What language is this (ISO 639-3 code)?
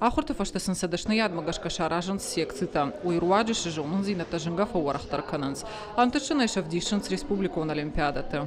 oss